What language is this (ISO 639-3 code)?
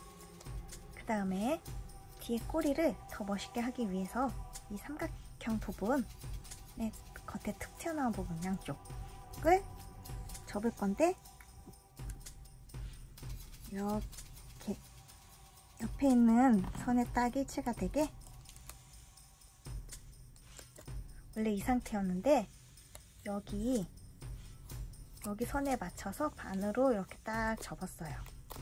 kor